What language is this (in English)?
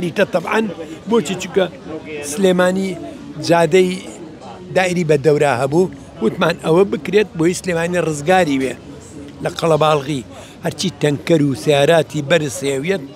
Central Kurdish